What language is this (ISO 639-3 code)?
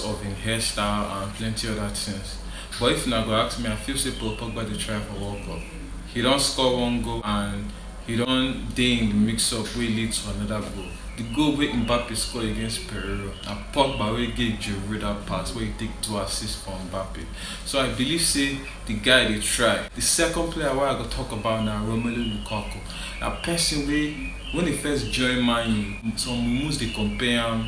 pcm